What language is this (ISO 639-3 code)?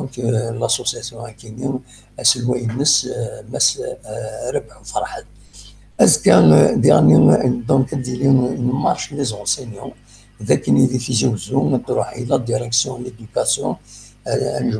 kab